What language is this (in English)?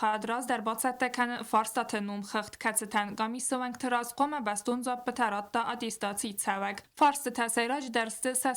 Ossetic